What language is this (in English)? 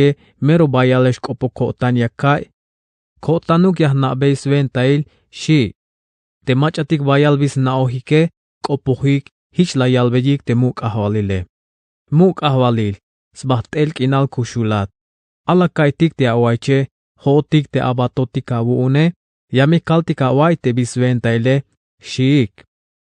Tzeltal